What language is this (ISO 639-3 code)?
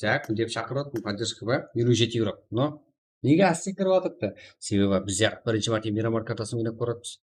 kaa